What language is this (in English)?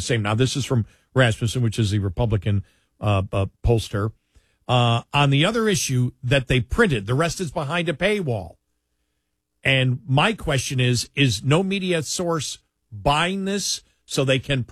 English